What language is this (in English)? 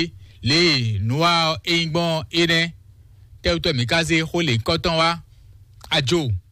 Fon